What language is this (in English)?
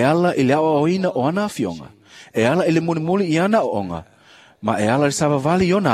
Samoan